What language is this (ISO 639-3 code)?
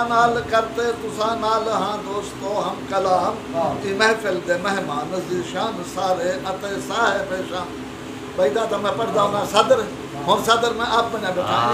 skr